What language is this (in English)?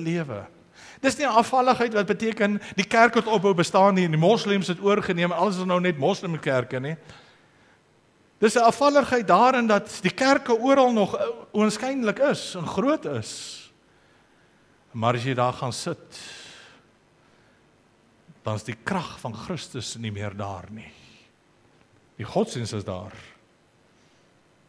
Afrikaans